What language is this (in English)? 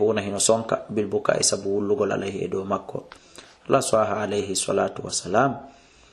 Fula